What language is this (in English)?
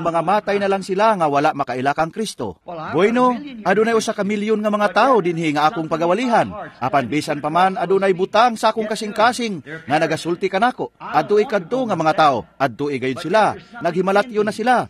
Cebuano